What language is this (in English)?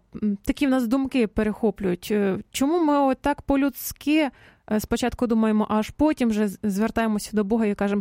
Ukrainian